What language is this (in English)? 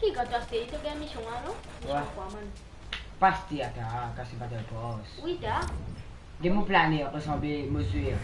Morisyen